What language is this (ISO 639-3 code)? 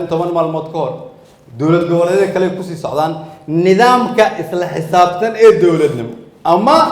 som